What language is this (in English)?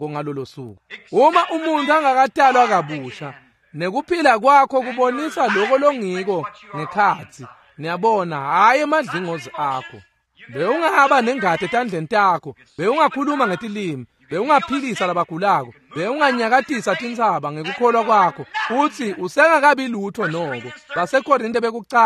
Swati